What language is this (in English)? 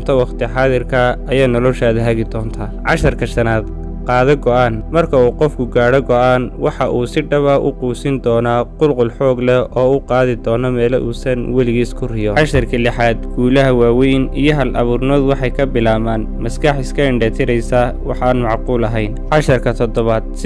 Somali